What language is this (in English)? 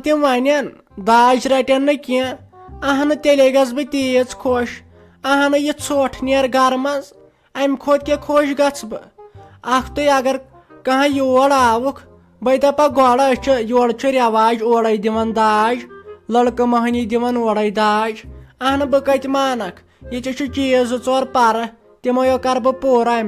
Kashmiri